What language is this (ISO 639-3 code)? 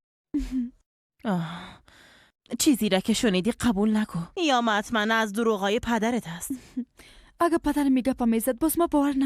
fas